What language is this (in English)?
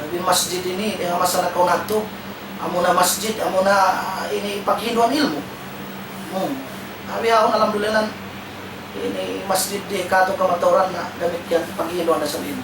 Tausug